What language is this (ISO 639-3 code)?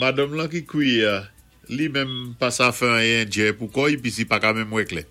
acf